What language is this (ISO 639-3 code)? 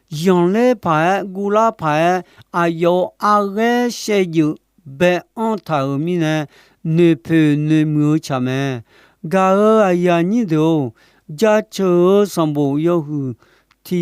ahk